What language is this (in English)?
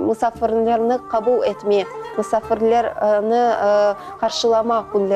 Crimean Tatar